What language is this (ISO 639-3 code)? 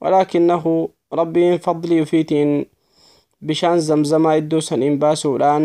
orm